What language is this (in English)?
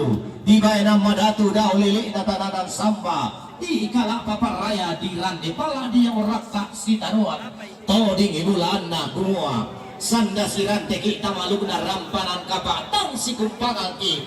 Toraja-Sa'dan